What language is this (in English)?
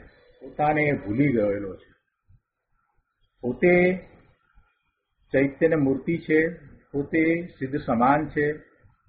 Gujarati